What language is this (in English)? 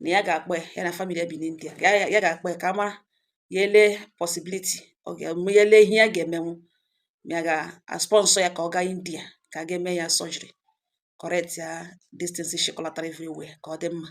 Igbo